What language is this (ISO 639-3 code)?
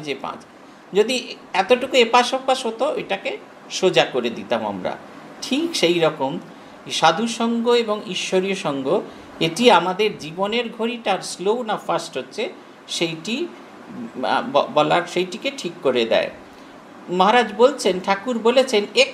ben